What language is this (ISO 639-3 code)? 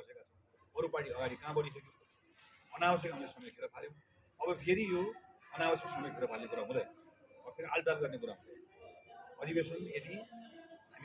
nep